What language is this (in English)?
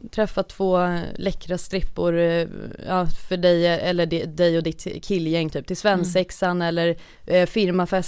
Swedish